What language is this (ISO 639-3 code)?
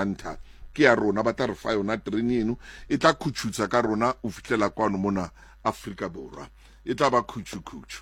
sot